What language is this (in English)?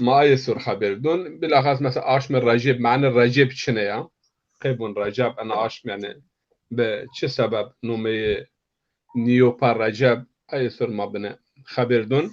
Zaza